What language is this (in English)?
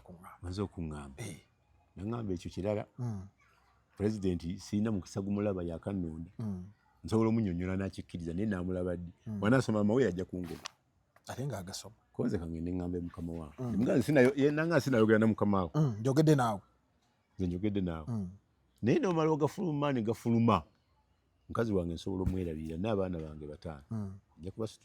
Ganda